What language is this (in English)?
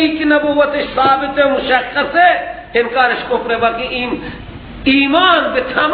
Persian